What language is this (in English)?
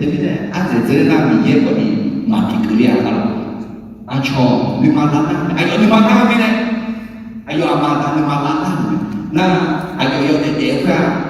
Akha